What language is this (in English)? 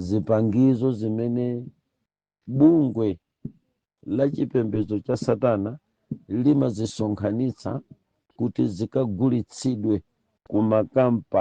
Nyanja